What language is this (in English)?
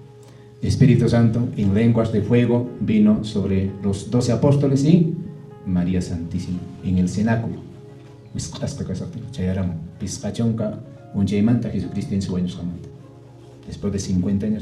Quechua